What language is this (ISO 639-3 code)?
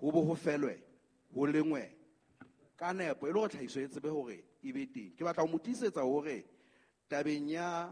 sot